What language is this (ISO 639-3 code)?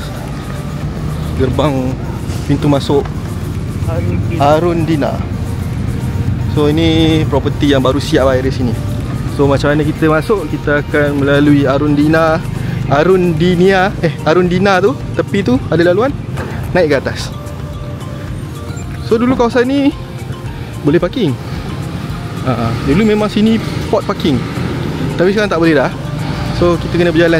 msa